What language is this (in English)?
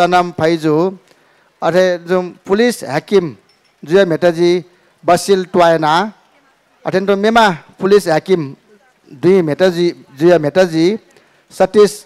Newari